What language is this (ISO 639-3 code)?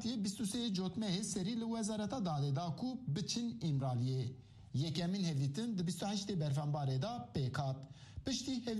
kur